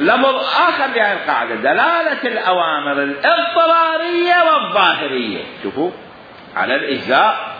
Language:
Mesopotamian Arabic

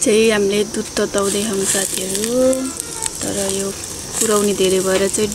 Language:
Nepali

